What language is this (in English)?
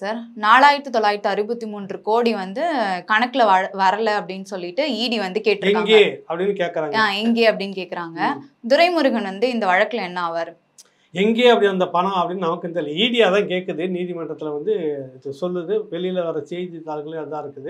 Tamil